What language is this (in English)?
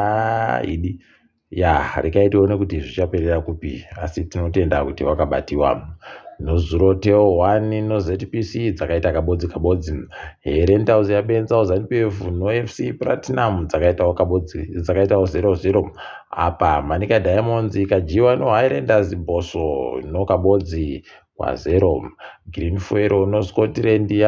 Ndau